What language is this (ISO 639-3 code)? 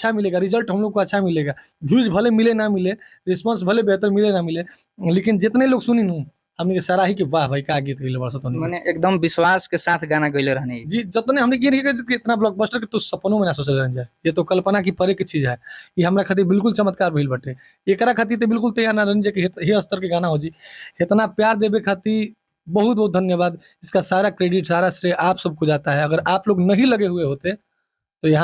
bho